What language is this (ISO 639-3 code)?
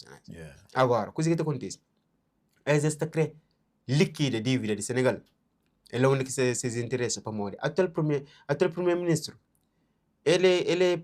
kea